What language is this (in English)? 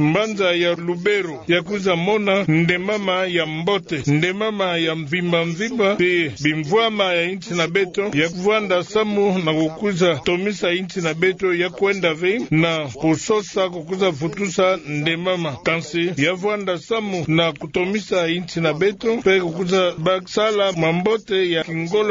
Kituba (Democratic Republic of Congo)